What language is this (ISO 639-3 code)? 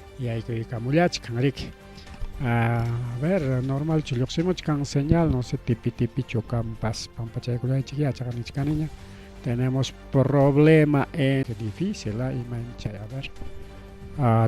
quy